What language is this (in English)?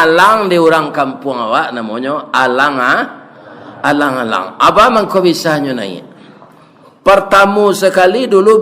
Minangkabau